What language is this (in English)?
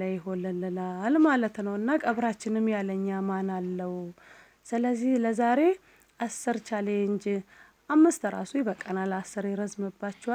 Amharic